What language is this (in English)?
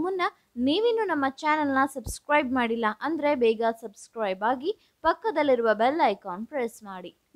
Kannada